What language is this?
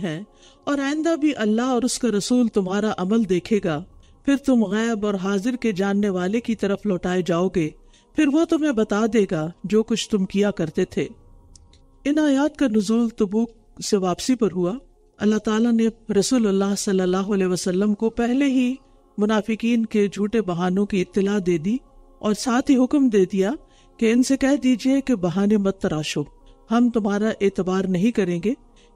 Urdu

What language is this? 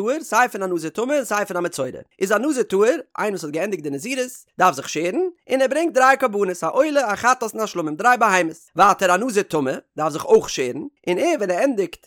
Yiddish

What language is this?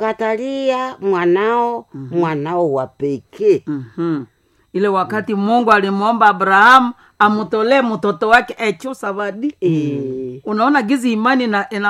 Swahili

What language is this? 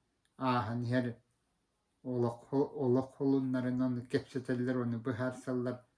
Yakut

